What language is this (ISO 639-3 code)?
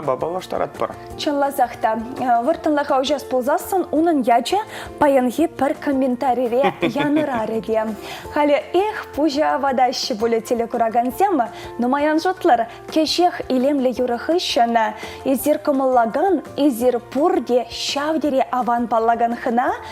chv